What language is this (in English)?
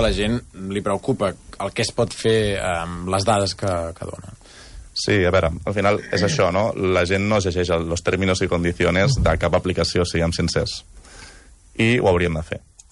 Catalan